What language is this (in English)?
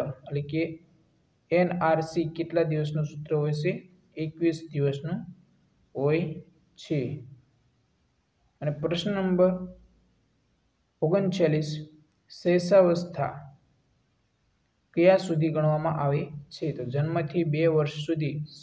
Gujarati